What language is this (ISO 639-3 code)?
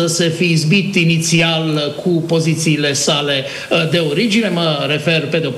ron